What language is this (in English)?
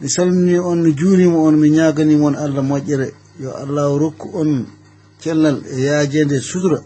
Fula